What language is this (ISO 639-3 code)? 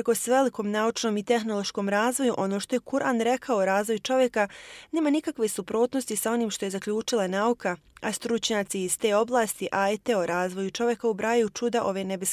bos